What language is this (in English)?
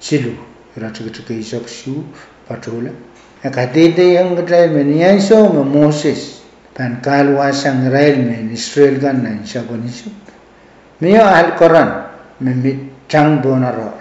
Pohnpeian